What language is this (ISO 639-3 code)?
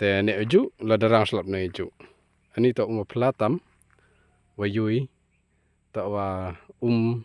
kha